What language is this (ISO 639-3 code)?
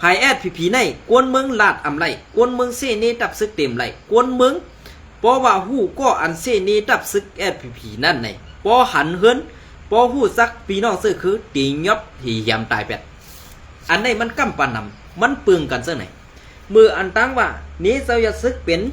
shn